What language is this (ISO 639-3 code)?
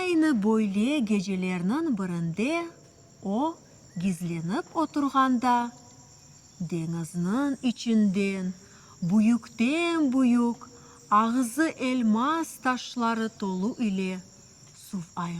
crh